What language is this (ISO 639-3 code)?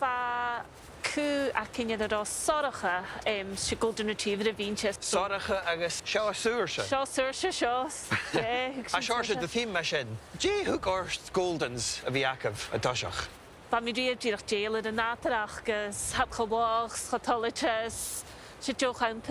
gla